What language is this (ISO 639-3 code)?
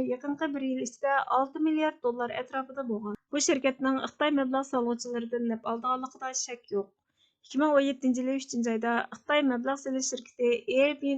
uig